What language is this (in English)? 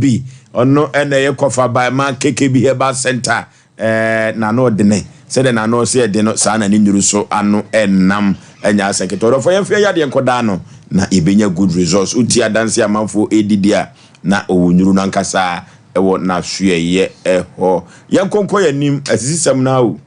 Akan